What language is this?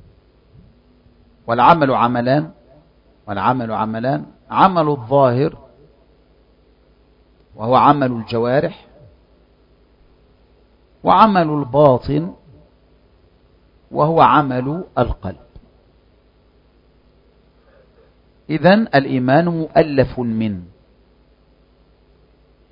Arabic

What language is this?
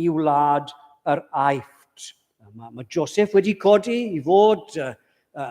Welsh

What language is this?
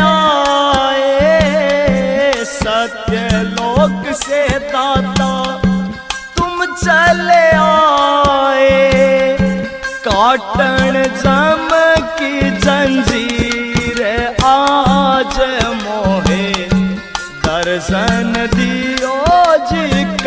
Haryanvi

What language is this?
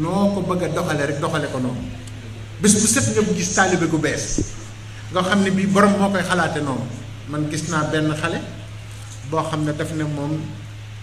Wolof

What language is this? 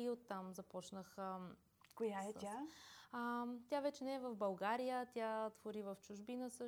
Bulgarian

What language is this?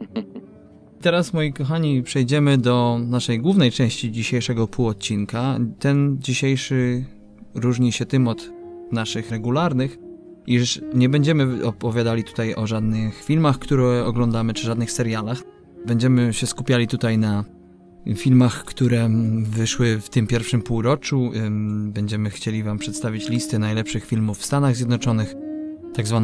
Polish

